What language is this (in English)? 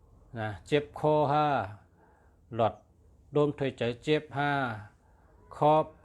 Shan